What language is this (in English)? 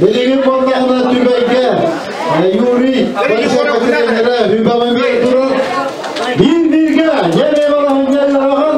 Yakut